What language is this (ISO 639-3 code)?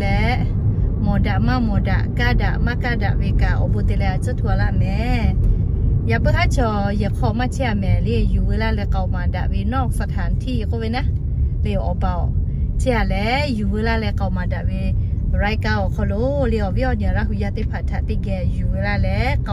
lhu